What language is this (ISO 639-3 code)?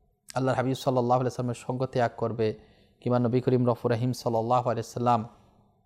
ben